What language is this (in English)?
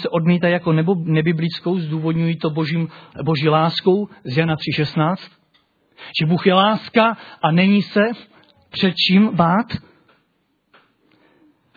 Czech